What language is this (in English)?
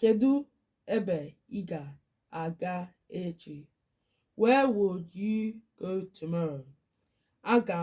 Igbo